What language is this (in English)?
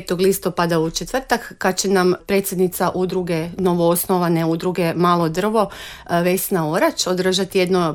Croatian